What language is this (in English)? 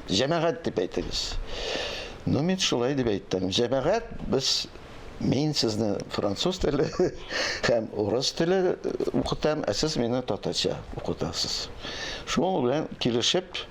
Tatar